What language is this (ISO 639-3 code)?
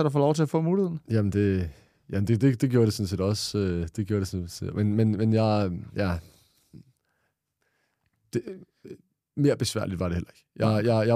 dan